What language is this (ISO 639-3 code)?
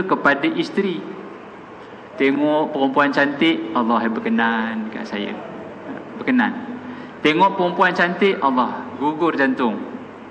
msa